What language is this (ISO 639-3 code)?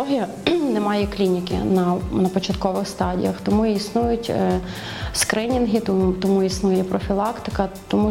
ukr